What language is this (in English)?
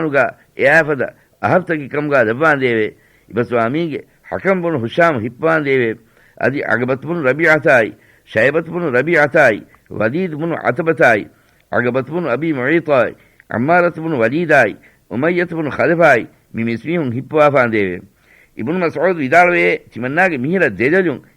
Divehi